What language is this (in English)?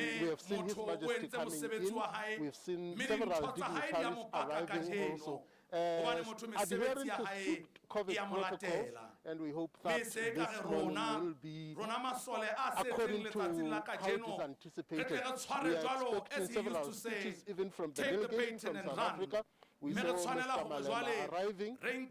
Southern Sotho